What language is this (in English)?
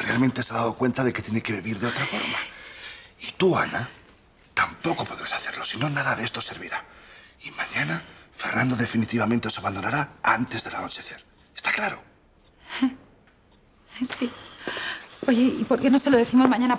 Spanish